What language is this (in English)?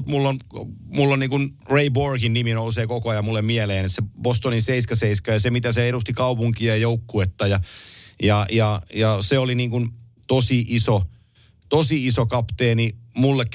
Finnish